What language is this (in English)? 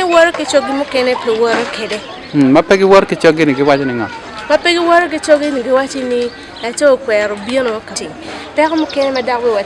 Acoli